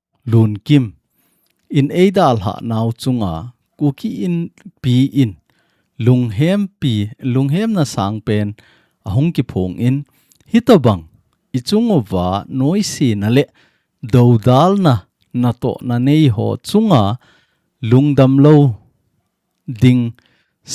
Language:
Thado Chin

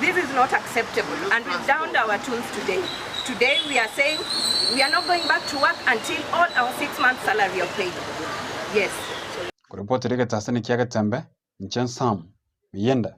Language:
Gusii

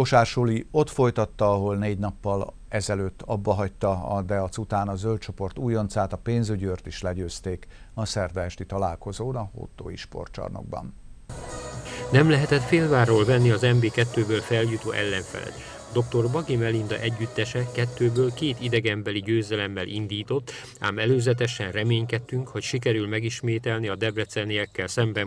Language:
Hungarian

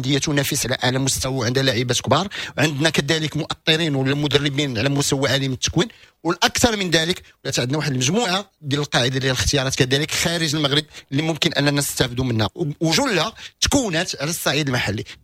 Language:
Moroccan Arabic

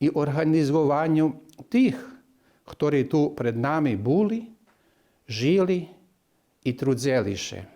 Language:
Rusyn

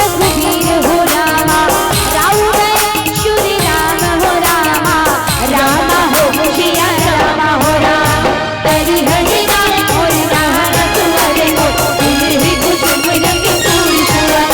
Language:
Chhattisgarhi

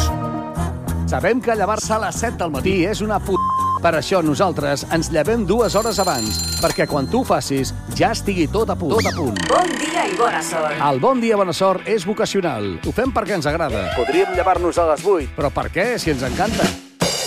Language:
Catalan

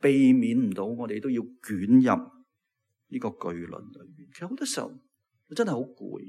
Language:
Cantonese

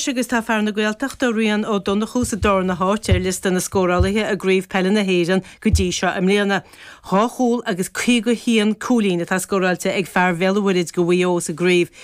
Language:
Irish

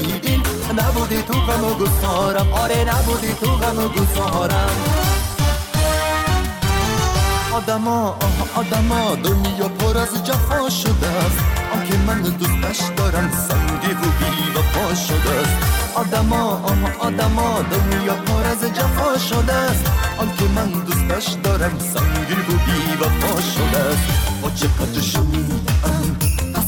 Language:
Persian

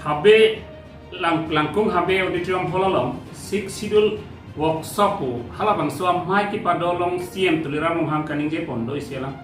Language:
Karbi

